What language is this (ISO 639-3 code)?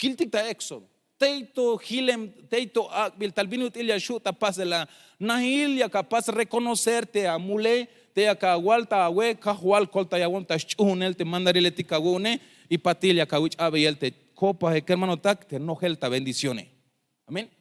tzh